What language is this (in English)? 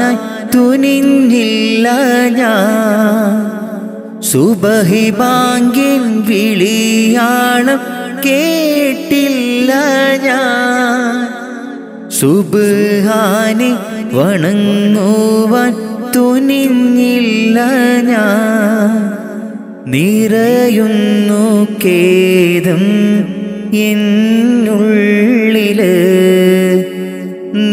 Malayalam